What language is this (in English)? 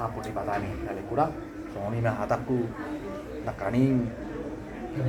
Batak Toba